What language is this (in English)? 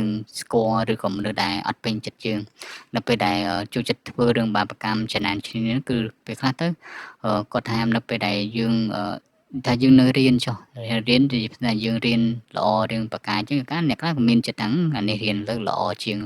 Khmer